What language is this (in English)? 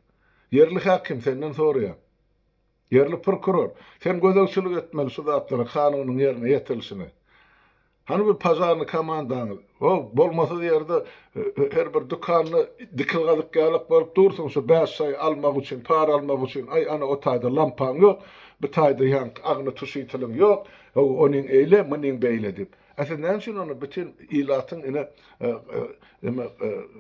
Turkmen